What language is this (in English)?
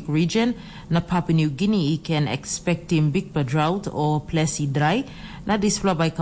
Tok Pisin